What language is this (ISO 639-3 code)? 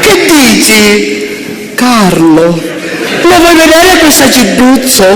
scn